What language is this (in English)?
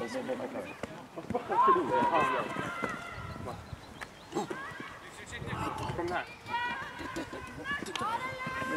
Swedish